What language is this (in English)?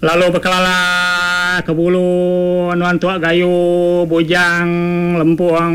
Iban